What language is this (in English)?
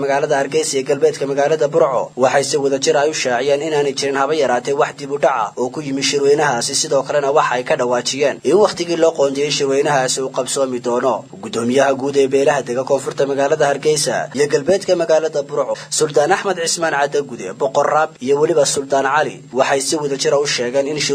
Somali